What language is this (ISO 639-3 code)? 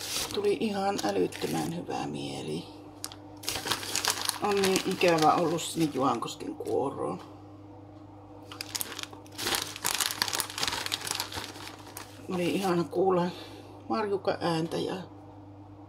fin